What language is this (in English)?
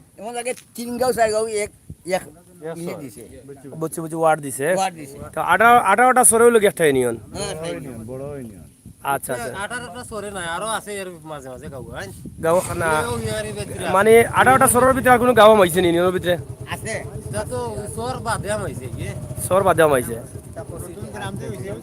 Sylheti